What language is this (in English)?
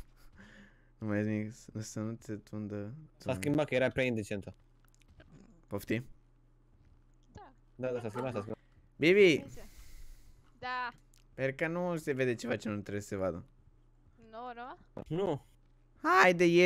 Romanian